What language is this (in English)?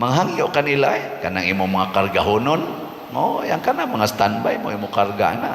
Cebuano